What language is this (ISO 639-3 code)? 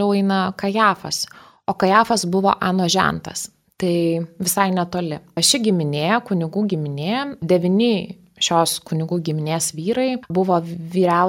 lit